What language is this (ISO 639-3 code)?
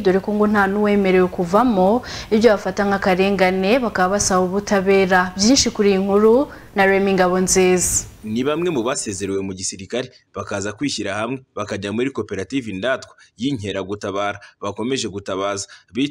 kin